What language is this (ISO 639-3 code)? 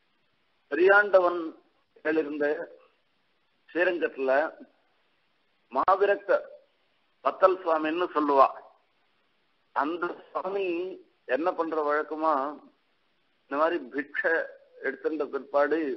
tam